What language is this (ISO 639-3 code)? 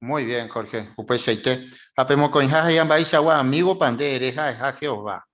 grn